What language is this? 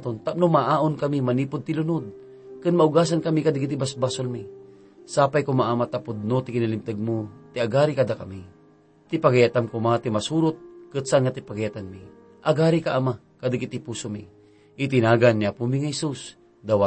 Iloko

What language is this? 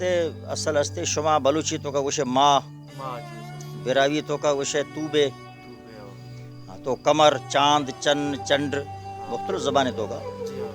Baluchi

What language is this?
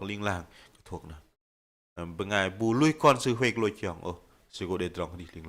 Bahnar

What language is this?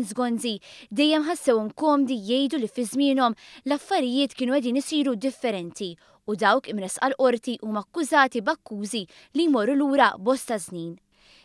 Maltese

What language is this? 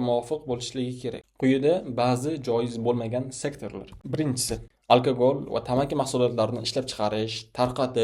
Uzbek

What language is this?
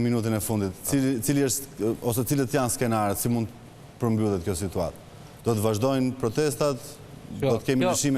Albanian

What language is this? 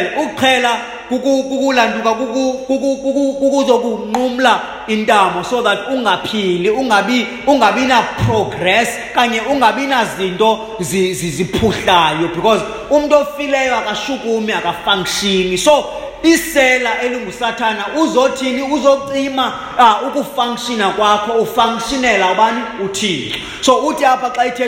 Xhosa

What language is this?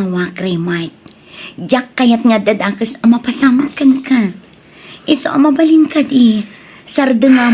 Iloko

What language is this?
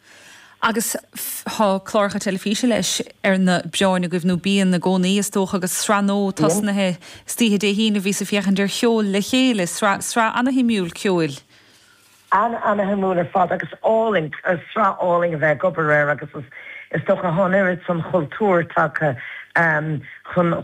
Irish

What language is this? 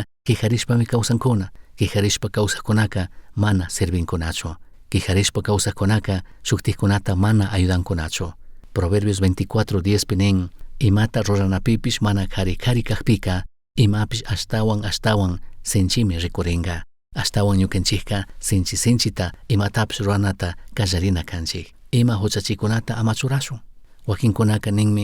Chimborazo Highland Quichua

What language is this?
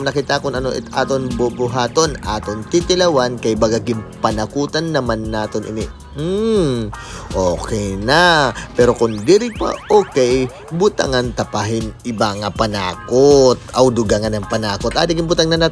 Waray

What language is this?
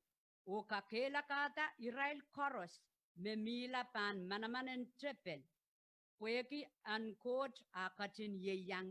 Pohnpeian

